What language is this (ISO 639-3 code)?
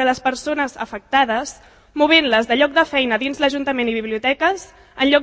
cat